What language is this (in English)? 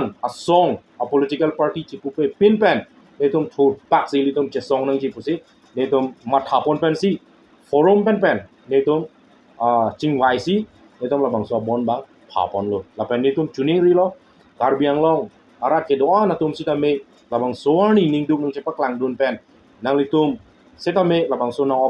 Karbi